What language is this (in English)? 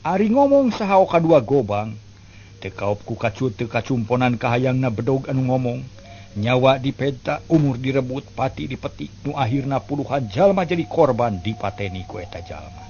Sundanese